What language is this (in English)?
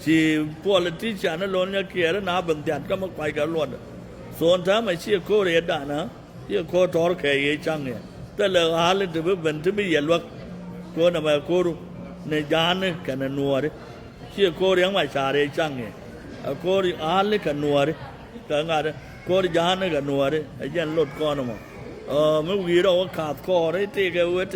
Nuer